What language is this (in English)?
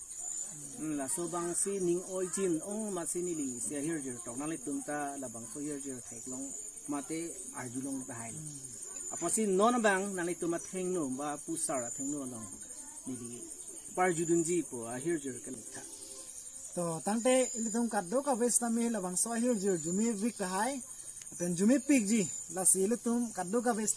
Karbi